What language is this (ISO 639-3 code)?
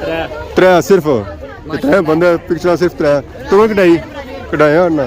phr